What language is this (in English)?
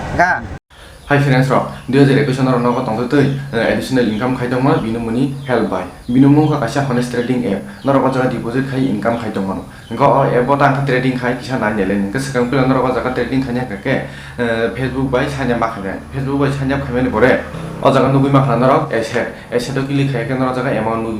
Kok Borok